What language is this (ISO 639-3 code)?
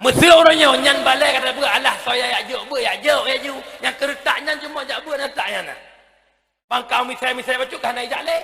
ace